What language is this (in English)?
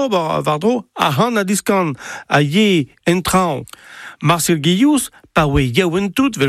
Breton